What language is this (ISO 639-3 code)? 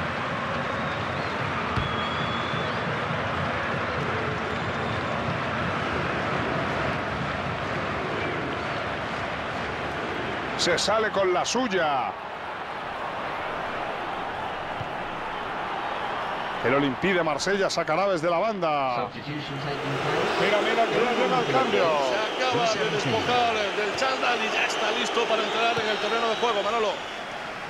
spa